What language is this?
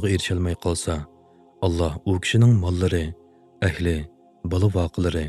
Uyghur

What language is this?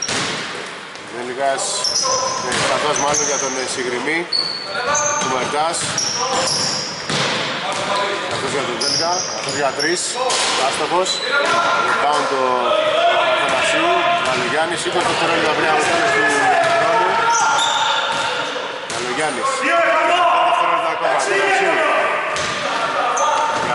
Greek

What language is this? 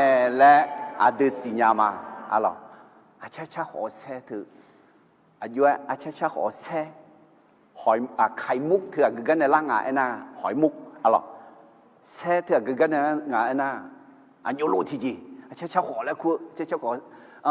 Akha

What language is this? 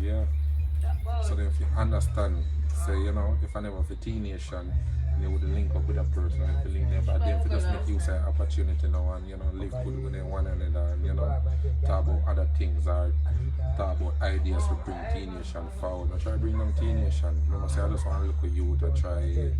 Jamaican Creole English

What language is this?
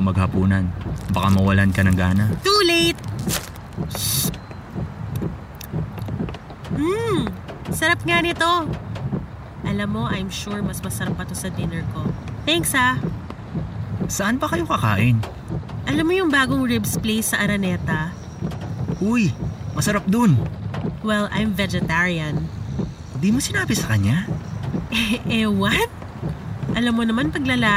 Filipino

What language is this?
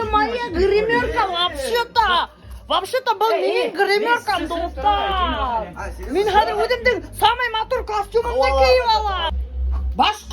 Bashkir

